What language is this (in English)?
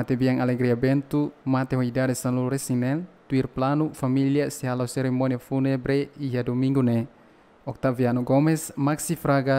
Tetum